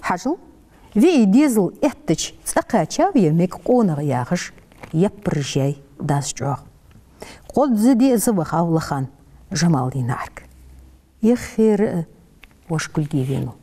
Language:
Ingush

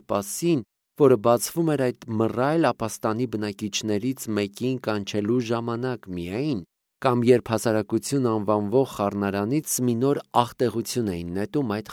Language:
Armenian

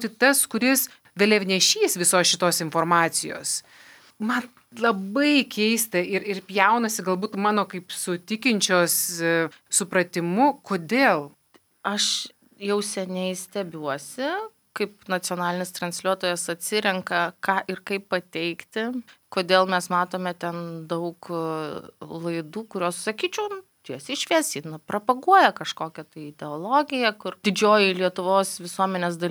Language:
Lithuanian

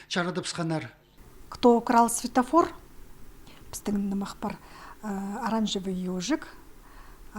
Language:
Khakas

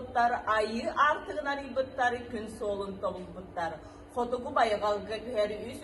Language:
Yakut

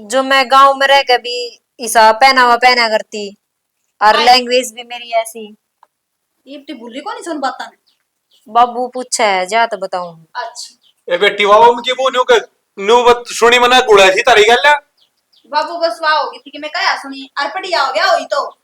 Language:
Haryanvi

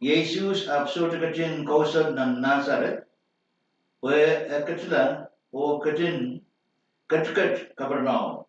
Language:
Pohnpeian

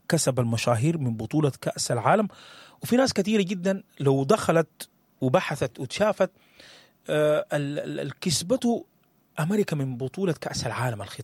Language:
Sudanese Arabic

